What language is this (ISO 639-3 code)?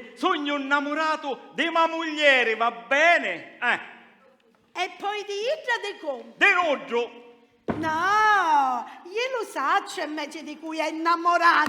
scn